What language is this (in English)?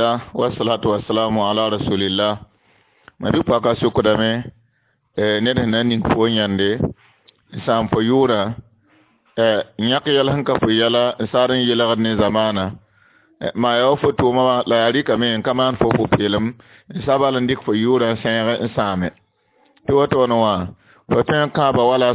Mossi